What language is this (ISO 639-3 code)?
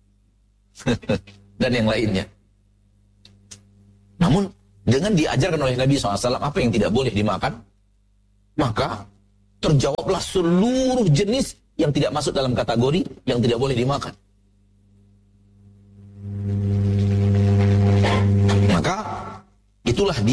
ind